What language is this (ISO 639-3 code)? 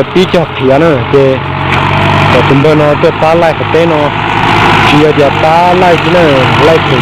hmn